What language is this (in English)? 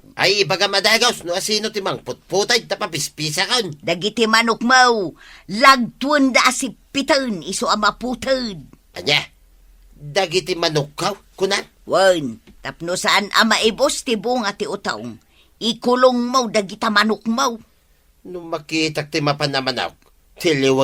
Iloko